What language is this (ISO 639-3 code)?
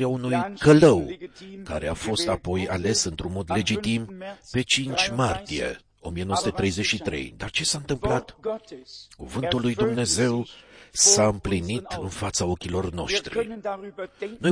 ron